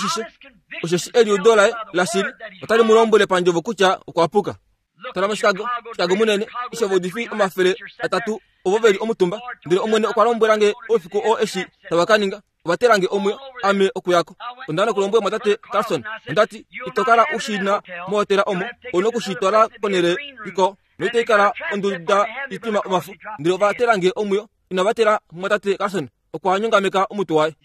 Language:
Kuanyama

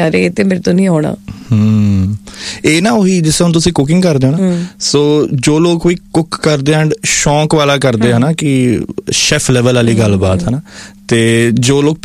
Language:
Punjabi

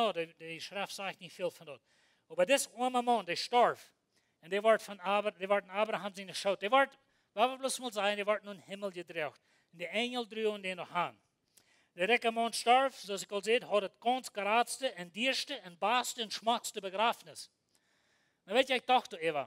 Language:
Plautdietsch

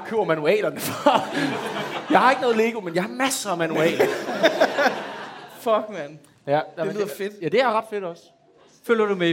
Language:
Danish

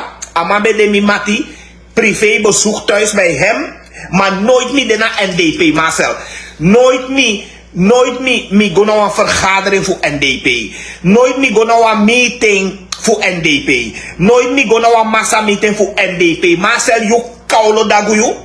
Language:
Sranan Tongo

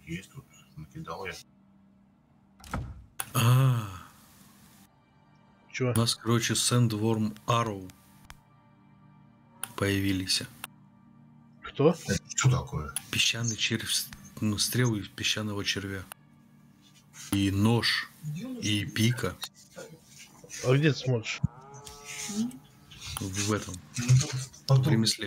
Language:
Russian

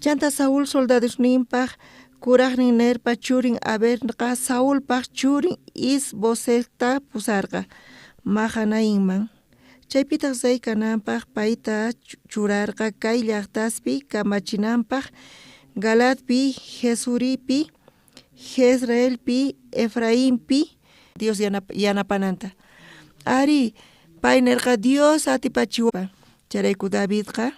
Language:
South Bolivian Quechua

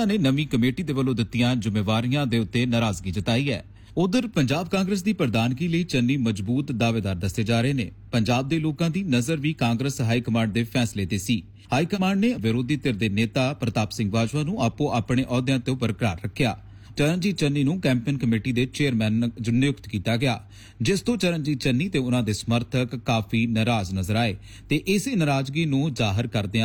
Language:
Punjabi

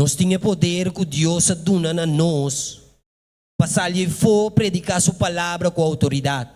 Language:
Papiamento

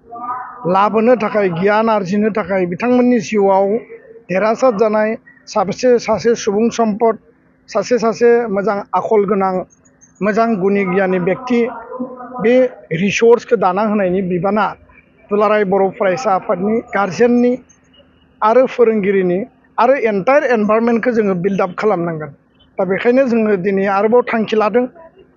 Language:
Bodo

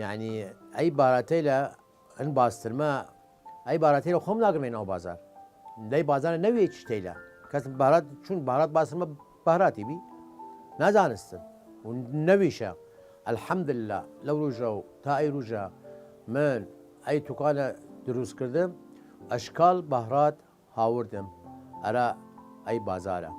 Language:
Southern Kurdish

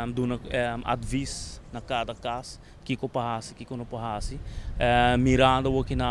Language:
Papiamento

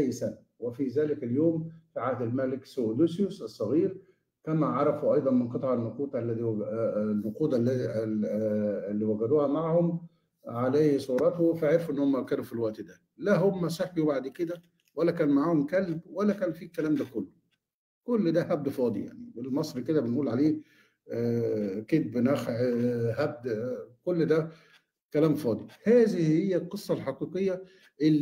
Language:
Egyptian Arabic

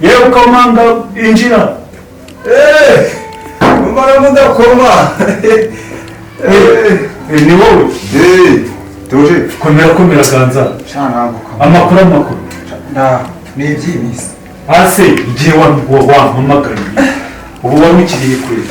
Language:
Kinyarwanda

